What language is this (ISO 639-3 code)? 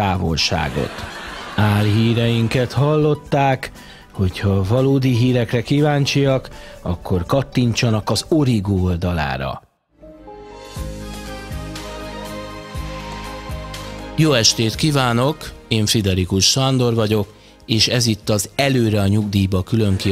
hun